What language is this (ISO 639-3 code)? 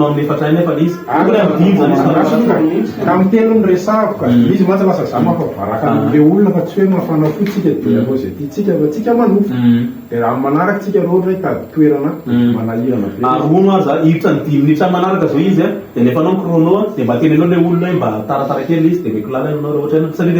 mlg